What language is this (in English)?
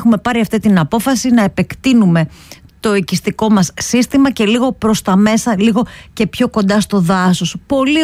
Greek